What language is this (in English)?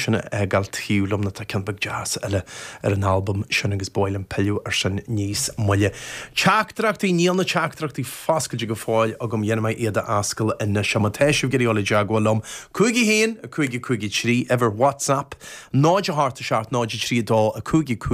Irish